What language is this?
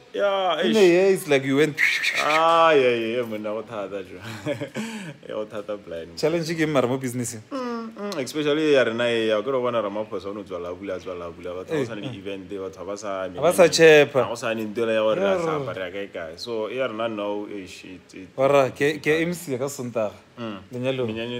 Northern Sotho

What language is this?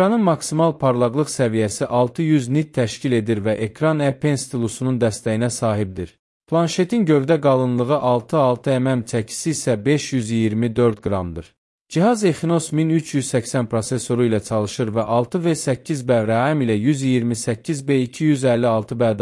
Azerbaijani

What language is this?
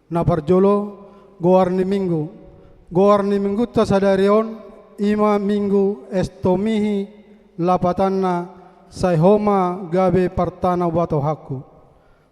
Batak Toba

